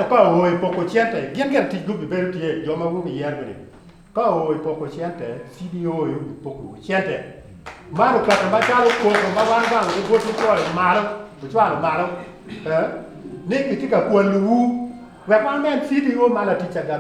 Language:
Acoli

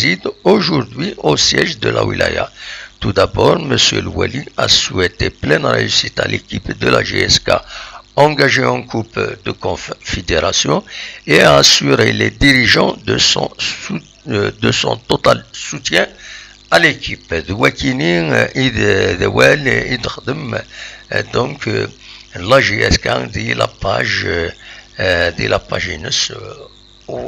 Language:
Kabyle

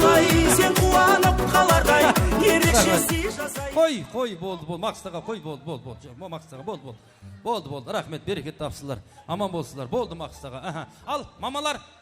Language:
Kara-Kalpak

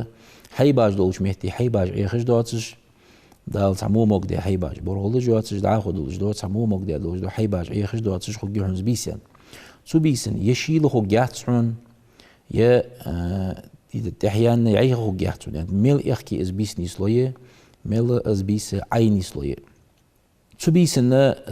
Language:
Ingush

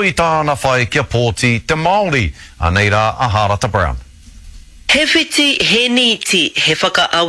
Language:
Māori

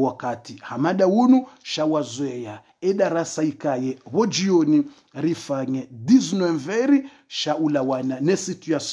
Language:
Swahili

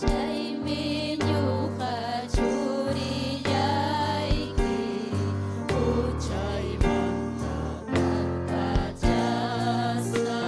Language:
Ayacucho Quechua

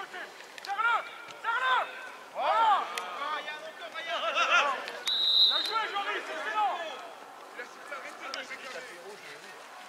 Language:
French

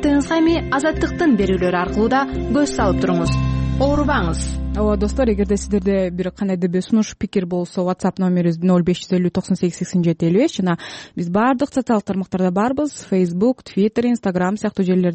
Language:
Kyrgyz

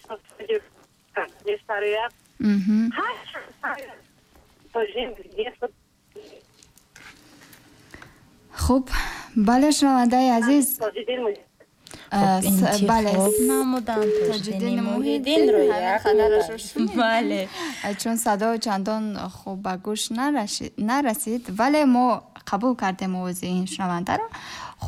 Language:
Tajik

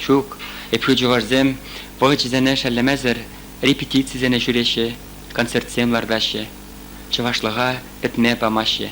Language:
Chuvash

